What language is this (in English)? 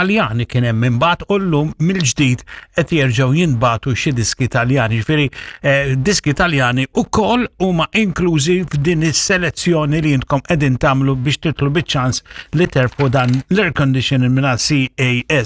Maltese